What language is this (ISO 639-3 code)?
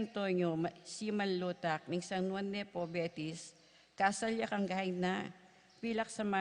pam